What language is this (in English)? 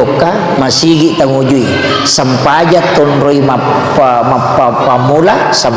Buginese